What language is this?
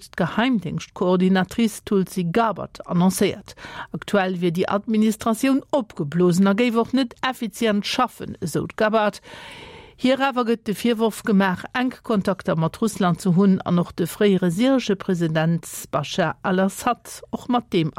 Luxembourgish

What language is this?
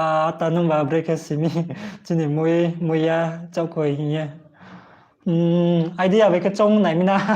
Riang (India)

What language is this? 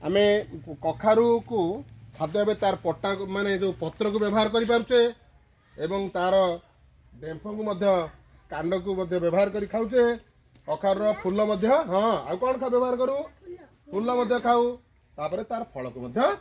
Odia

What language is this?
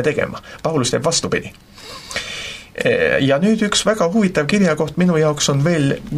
Estonian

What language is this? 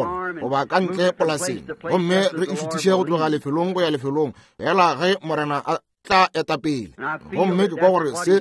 Northern Sotho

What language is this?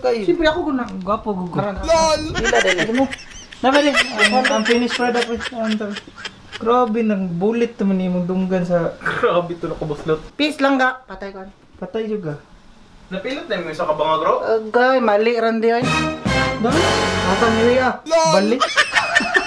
Cebuano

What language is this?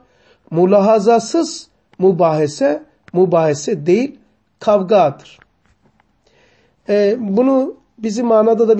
Turkish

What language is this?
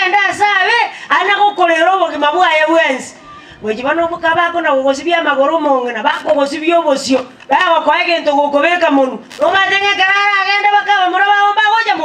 Gusii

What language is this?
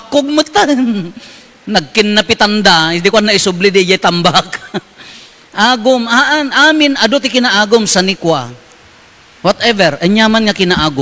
Iloko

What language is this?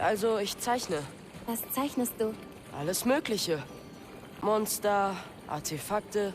Bavarian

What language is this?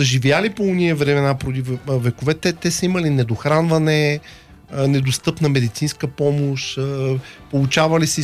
Bulgarian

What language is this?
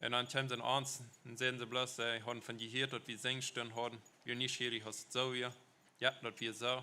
Plautdietsch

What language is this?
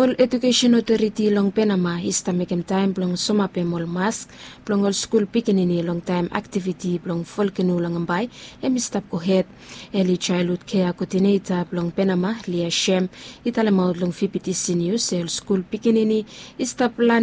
Bislama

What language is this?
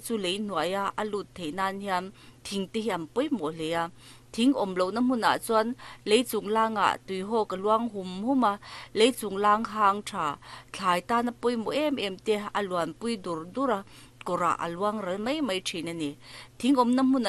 Mizo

